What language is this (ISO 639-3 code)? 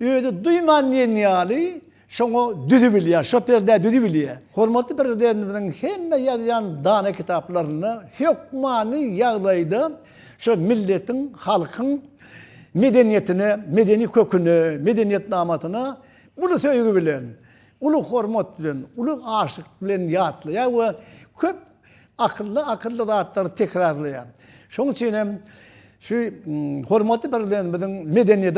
tuk